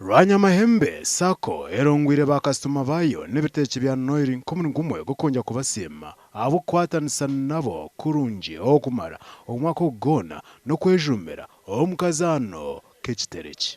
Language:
Nyankole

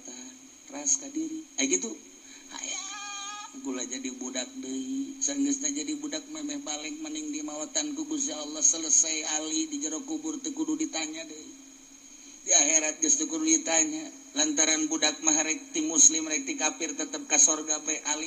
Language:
Sundanese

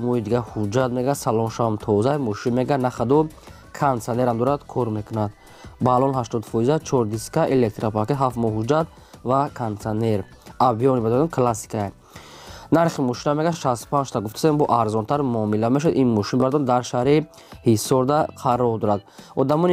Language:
Tajik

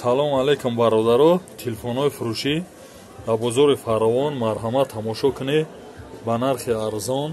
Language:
Tajik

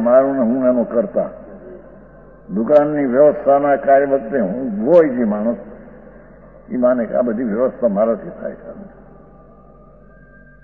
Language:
Gujarati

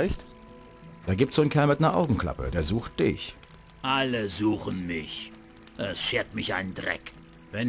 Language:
Bavarian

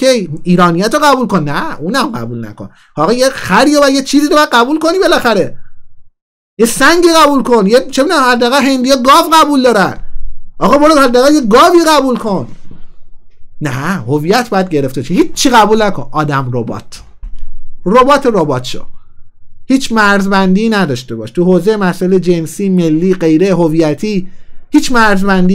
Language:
Persian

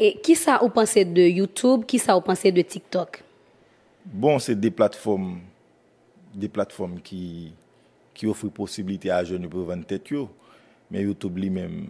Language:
Haitian Creole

